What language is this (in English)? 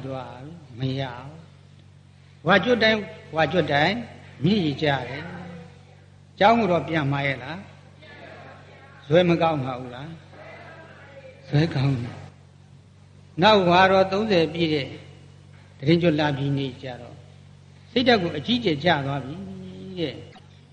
Burmese